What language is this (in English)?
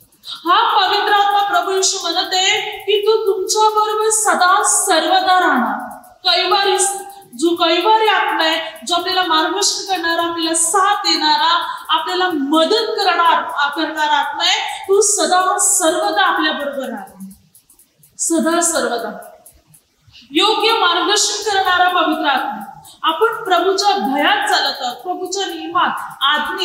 Marathi